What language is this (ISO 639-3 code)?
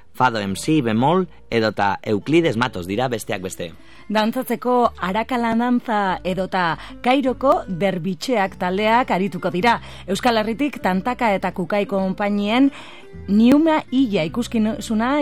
eus